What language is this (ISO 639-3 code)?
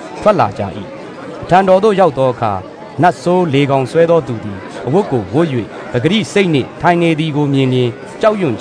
mya